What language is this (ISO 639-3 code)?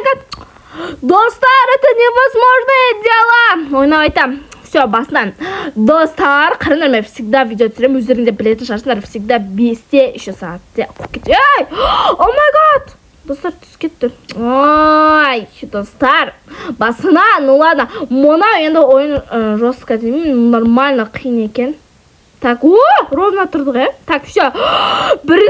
kaz